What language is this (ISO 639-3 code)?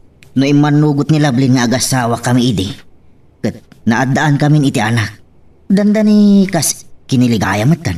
ilo